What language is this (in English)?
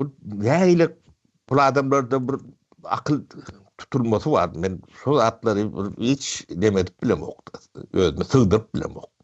Turkmen